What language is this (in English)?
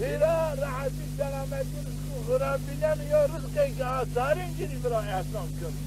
Zaza